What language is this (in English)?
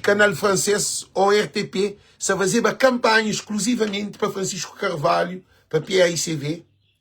Kabuverdianu